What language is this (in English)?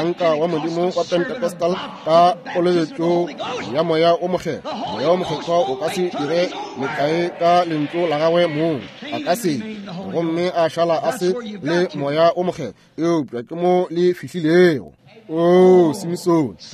Northern Sotho